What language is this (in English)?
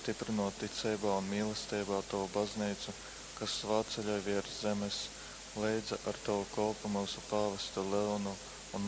Latgalian